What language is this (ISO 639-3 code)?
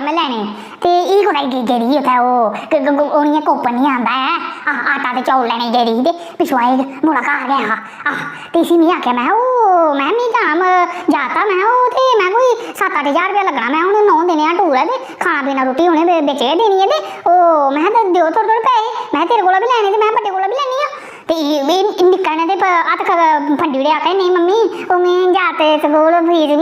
doi